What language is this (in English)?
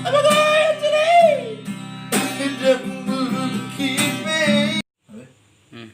Batak Toba